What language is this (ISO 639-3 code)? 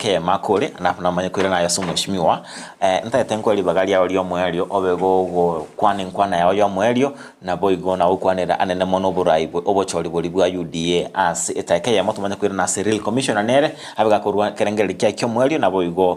guz